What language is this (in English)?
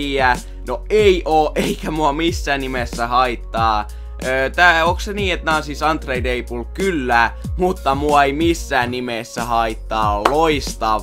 Finnish